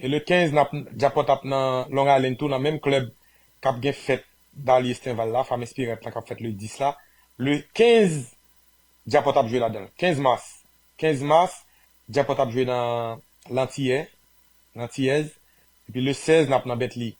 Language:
Haitian Creole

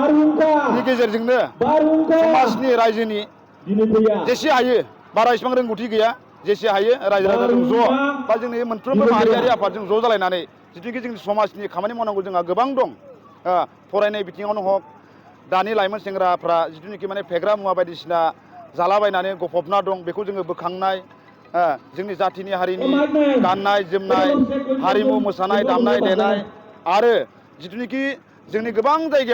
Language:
Bodo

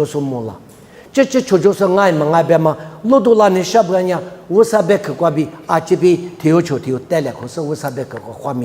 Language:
Lisu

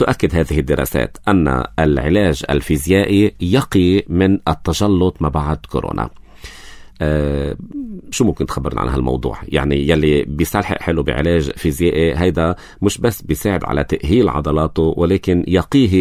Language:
North Levantine Arabic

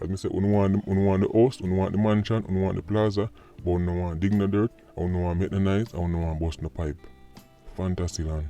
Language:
Jamaican Creole English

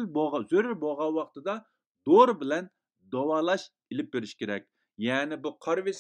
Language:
Uyghur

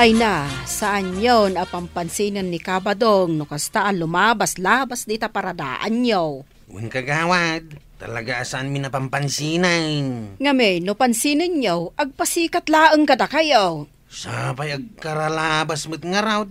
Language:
Iloko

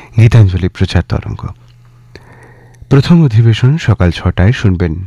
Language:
Bangla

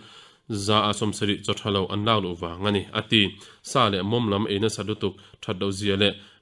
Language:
Mizo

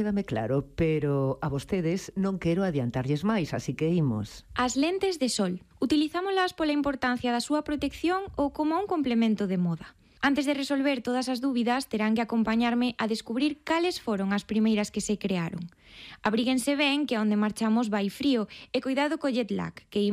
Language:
Galician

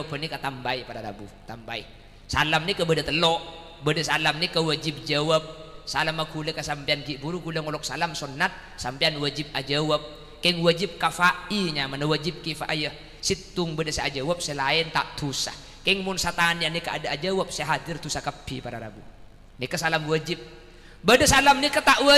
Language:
Madurese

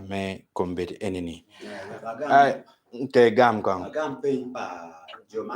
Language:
Acoli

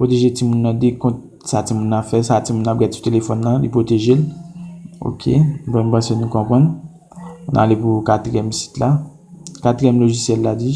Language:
Haitian Creole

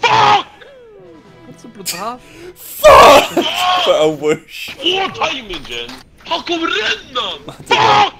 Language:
Faroese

